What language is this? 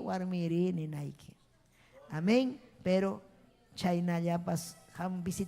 Ayacucho Quechua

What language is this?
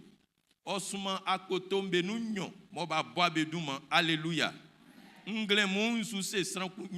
Baoulé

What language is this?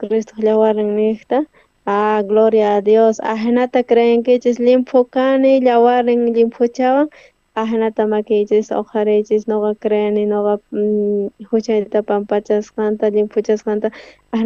South Bolivian Quechua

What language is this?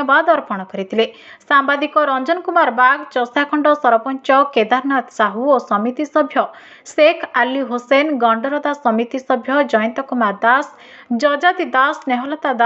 Odia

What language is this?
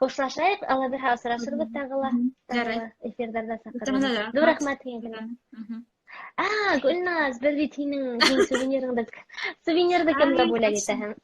Bashkir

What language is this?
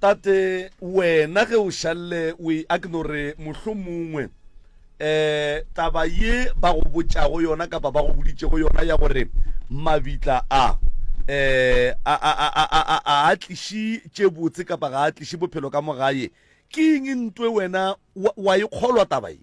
Northern Sotho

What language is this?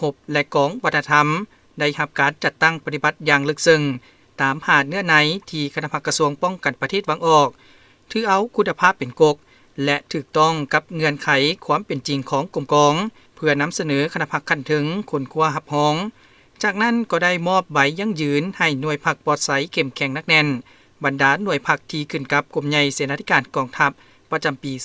Lao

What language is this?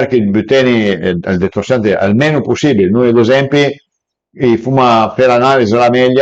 Piedmontese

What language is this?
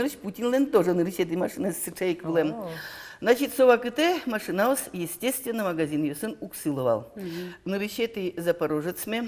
Udmurt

